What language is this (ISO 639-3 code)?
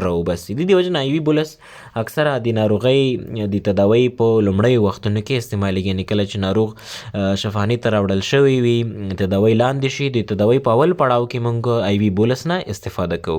pus